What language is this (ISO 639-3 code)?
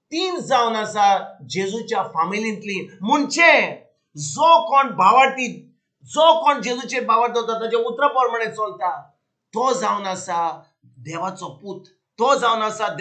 kok